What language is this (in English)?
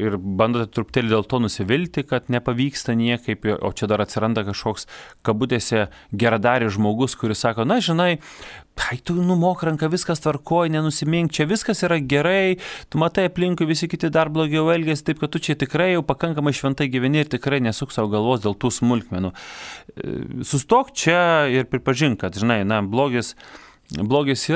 Lithuanian